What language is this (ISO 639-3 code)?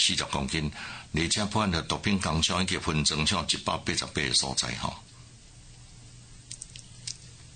nan